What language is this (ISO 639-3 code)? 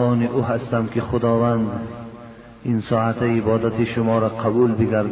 tgk